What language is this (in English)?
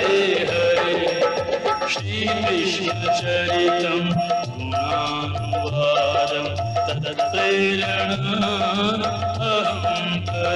Bhojpuri